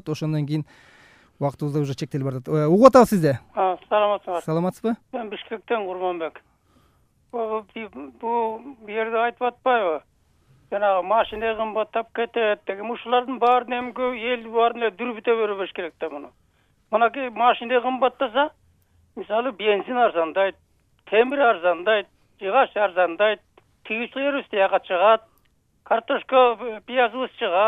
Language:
Kyrgyz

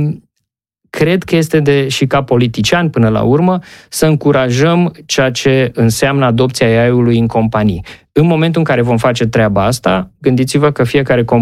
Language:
Romanian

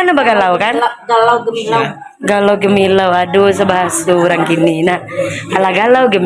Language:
Minangkabau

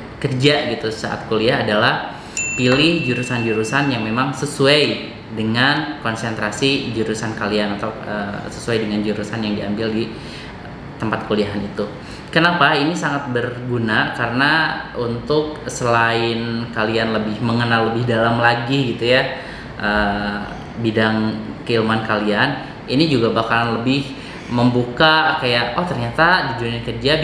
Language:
Indonesian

